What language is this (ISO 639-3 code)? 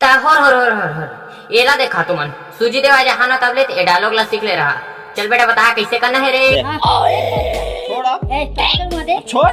hne